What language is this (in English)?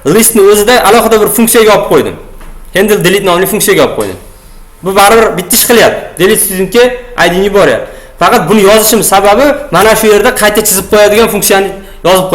Uzbek